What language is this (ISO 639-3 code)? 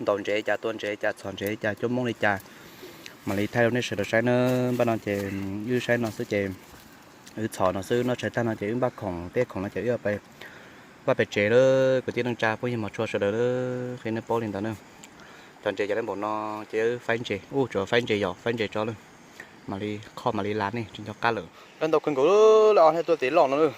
hmn